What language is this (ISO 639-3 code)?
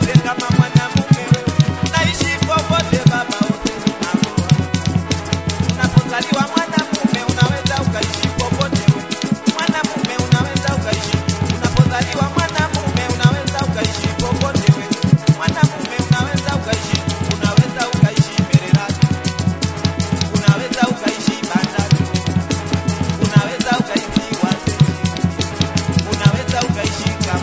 swa